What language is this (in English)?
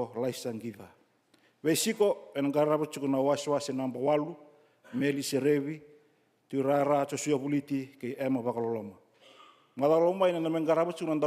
Fijian